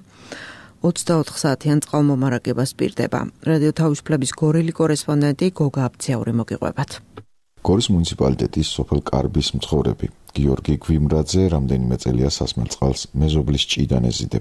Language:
Georgian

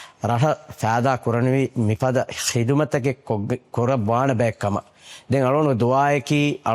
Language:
Divehi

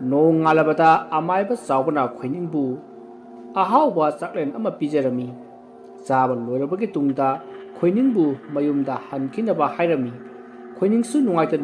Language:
Manipuri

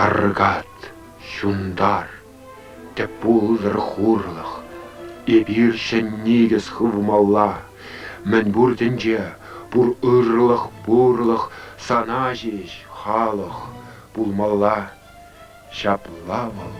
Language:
Chuvash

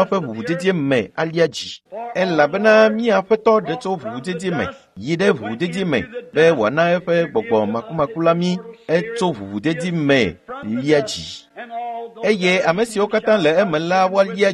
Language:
Ewe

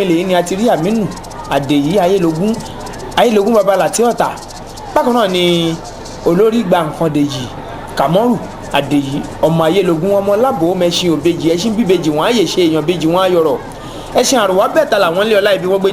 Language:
Yoruba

